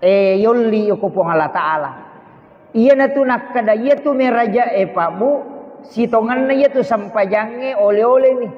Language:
Buginese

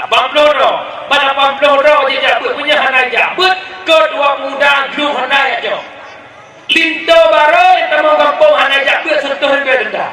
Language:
Achinese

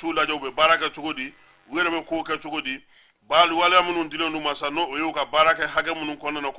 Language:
Bambara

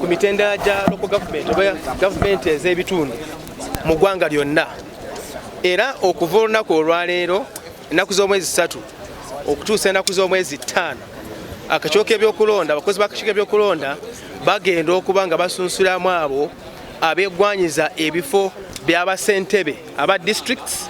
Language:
Ganda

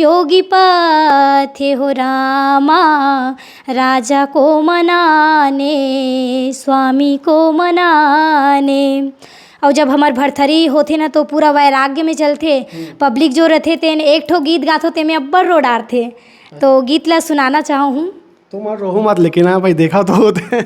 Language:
Chhattisgarhi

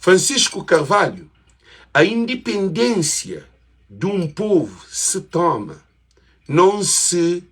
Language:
Kabuverdianu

